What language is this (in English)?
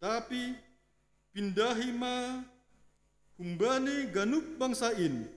Batak Simalungun